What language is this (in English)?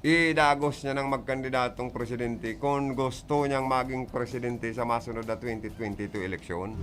Bikol